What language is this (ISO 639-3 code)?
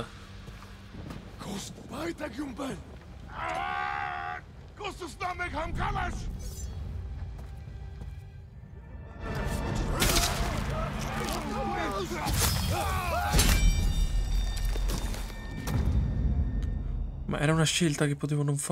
ita